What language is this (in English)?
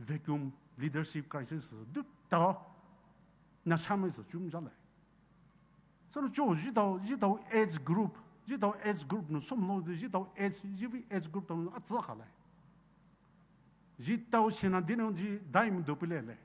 Poumei Naga